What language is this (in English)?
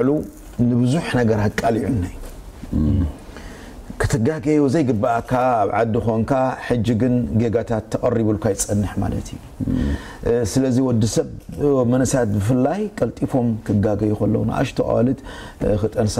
Tigrinya